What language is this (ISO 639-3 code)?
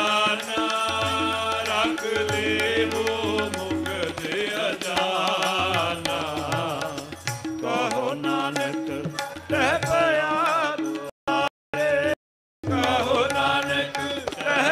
pan